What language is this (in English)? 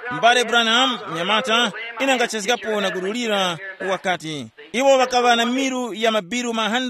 Tumbuka